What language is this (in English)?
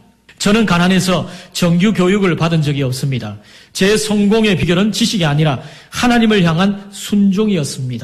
Korean